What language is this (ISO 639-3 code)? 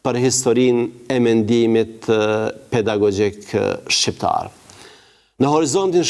sqi